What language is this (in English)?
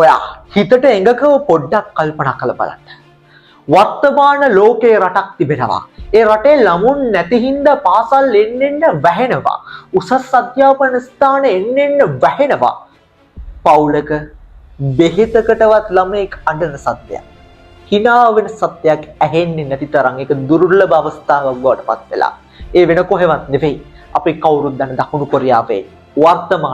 Sinhala